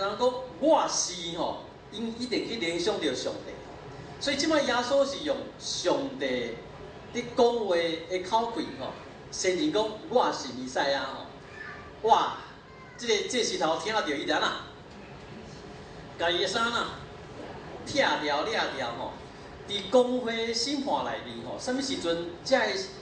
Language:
Min Nan Chinese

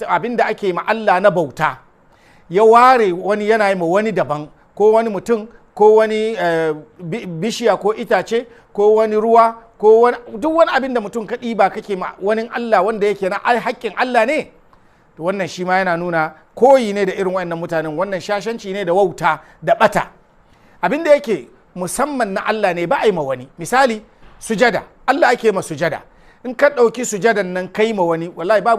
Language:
Hausa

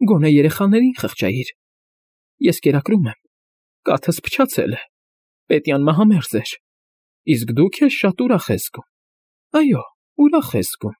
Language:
Armenian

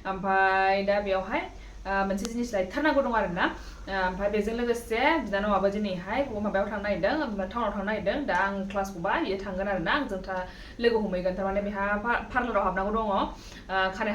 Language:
Bodo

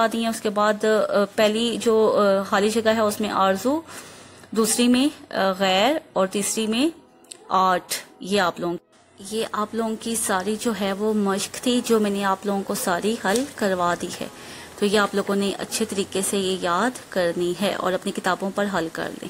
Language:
Urdu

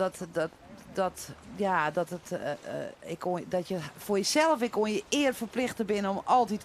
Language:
Western Frisian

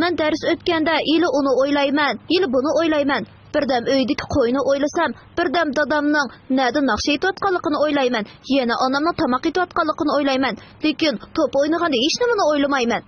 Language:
Uyghur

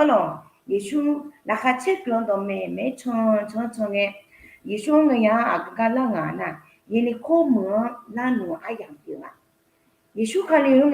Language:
Akha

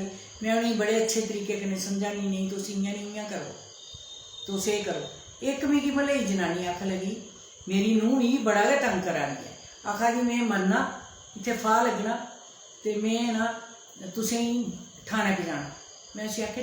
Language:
Dogri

